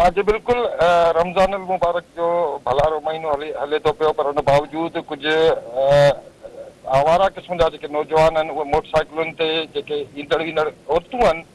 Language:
Sindhi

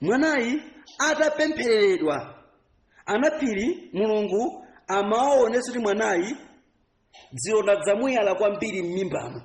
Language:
Nyanja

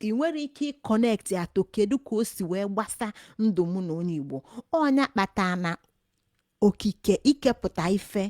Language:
Igbo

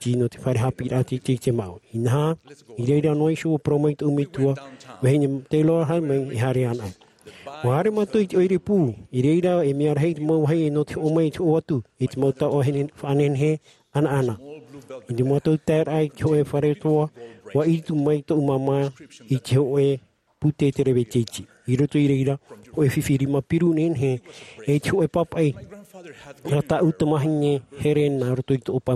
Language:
Tahitian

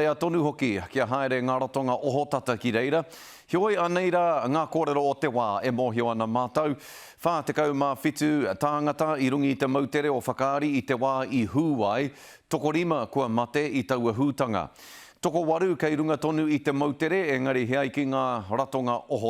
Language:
Māori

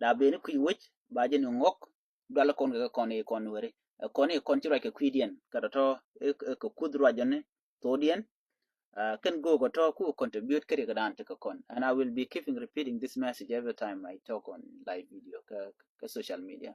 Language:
Nuer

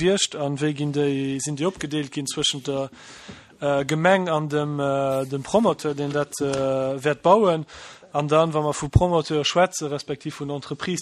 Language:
Luxembourgish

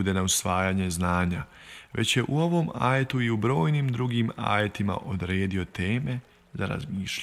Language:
Bosnian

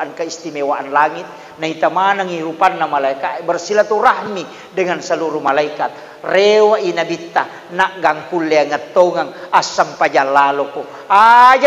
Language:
Buginese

